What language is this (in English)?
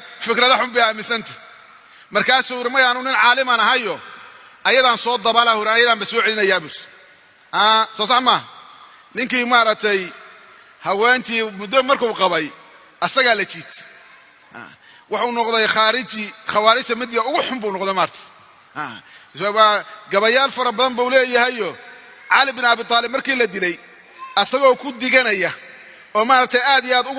Somali